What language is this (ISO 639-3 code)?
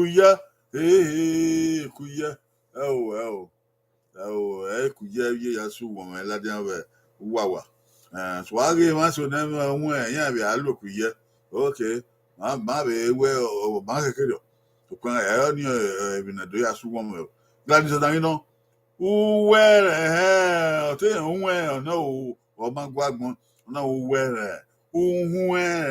bin